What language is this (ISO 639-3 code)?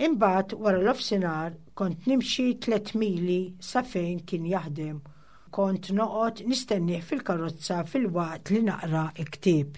mlt